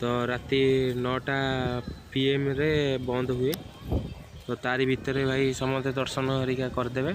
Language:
Odia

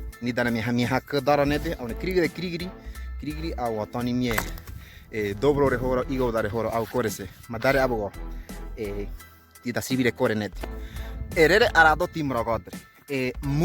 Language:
Ngäbere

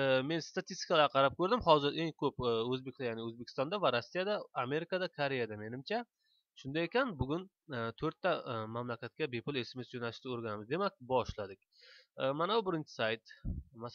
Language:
Uzbek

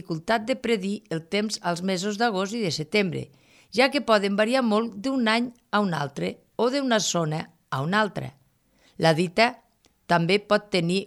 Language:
Catalan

